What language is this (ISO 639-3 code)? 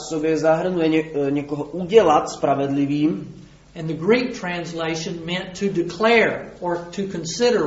ces